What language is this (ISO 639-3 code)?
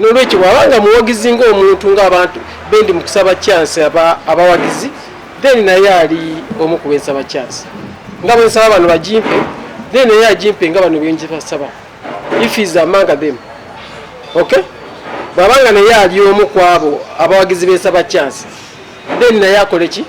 lug